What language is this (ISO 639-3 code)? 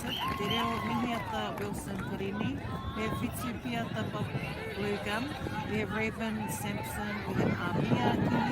mri